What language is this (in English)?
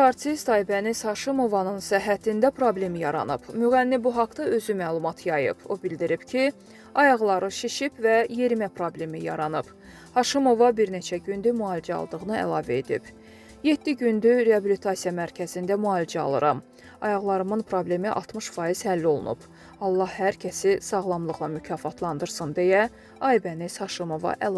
Azerbaijani